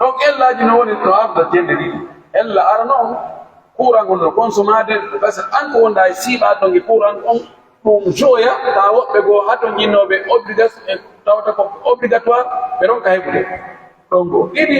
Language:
Pular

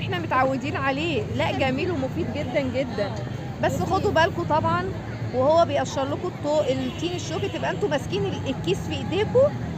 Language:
Egyptian Arabic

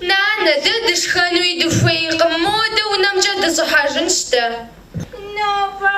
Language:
Kabardian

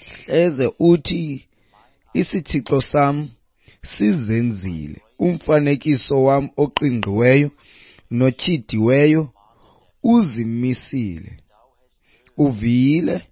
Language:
Xhosa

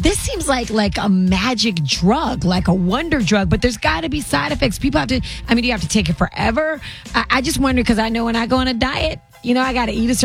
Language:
English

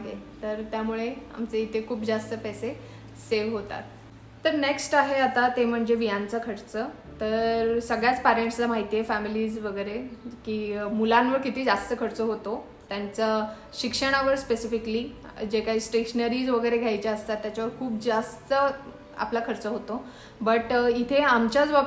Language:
Marathi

